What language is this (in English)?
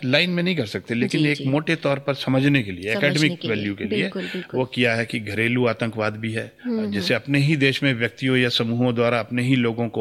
Hindi